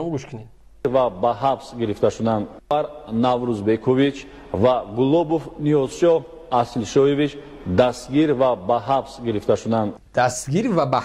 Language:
Tajik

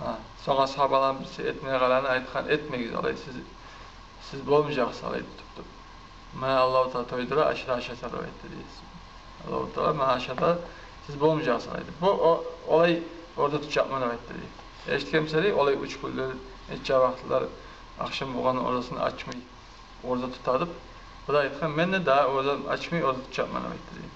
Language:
Kumyk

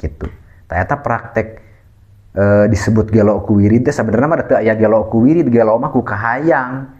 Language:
Sundanese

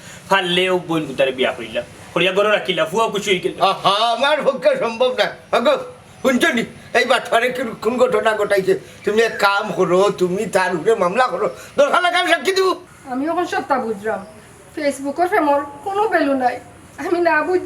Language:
Sylheti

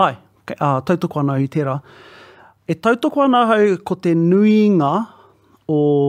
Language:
Māori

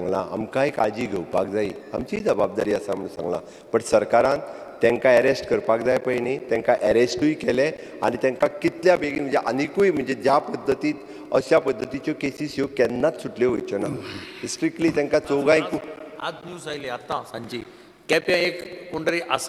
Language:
Konkani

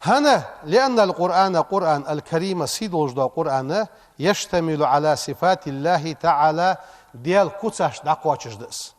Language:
Ingush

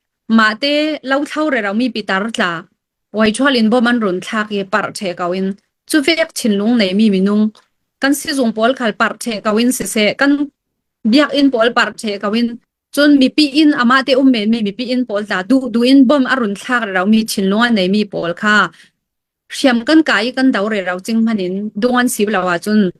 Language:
Falam Chin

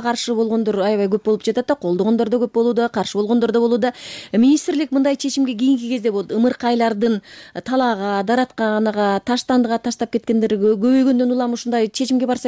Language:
Kyrgyz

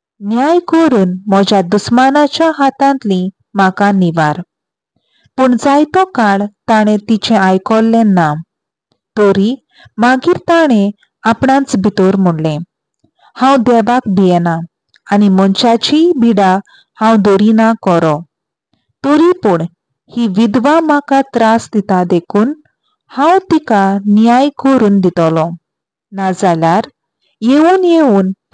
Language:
Konkani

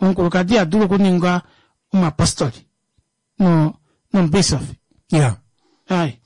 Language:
Kuanyama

